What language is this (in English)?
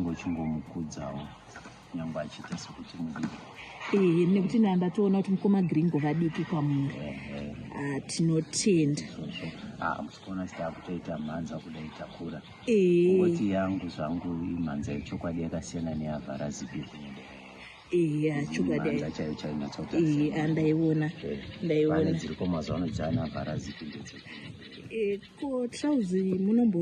Shona